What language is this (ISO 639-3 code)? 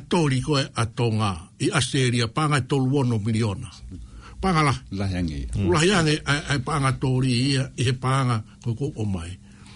ton